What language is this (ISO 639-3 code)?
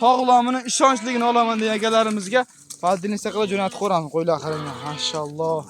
uzb